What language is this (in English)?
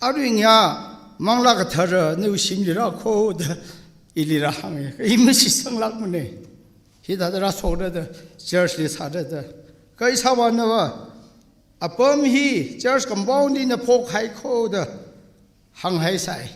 Tangkhul Naga (India)